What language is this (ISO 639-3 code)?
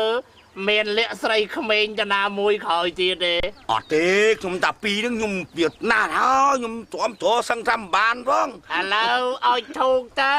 khm